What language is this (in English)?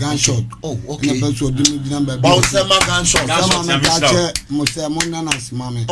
Akan